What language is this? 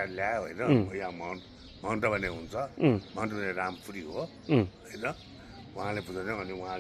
Nepali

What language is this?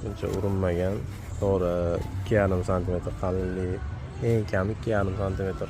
Uzbek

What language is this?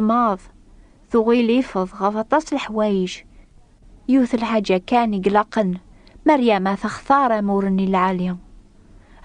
Kabyle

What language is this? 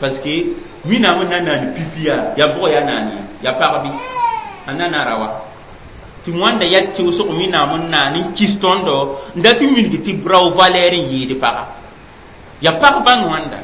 Mossi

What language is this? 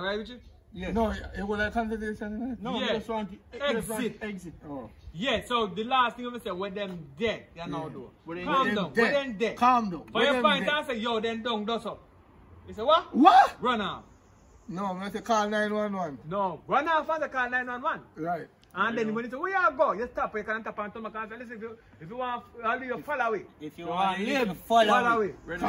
Jamaican Creole English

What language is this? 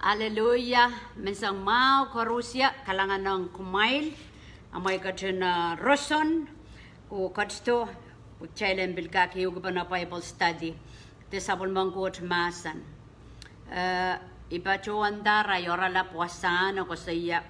Pohnpeian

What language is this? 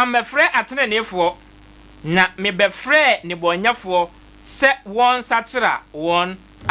Akan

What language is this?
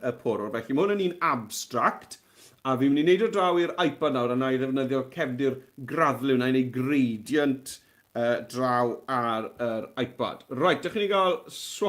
Welsh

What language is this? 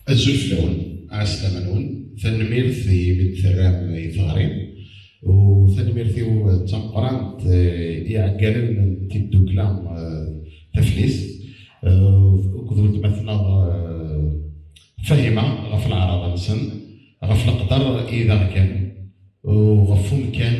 Kabyle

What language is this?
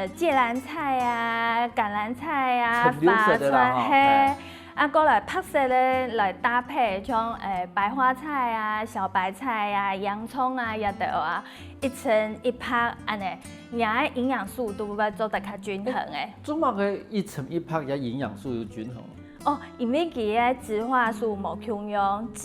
Hakka Chinese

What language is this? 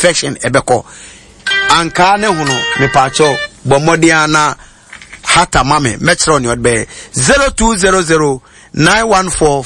Akan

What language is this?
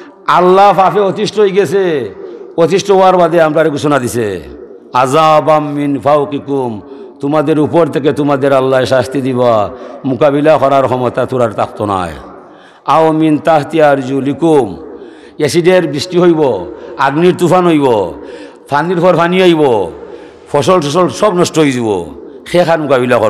Sylheti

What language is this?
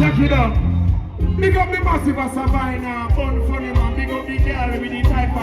Jamaican Creole English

